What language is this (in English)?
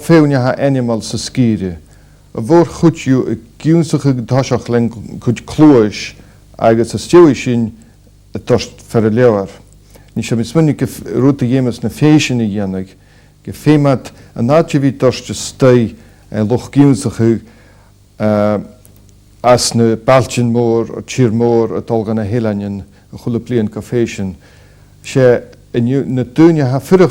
Scottish Gaelic